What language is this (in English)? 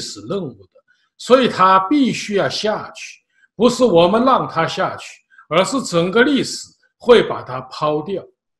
Chinese